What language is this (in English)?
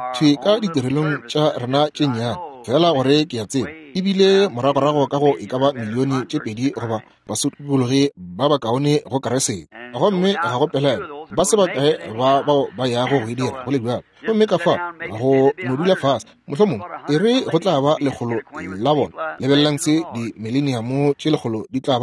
Northern Sotho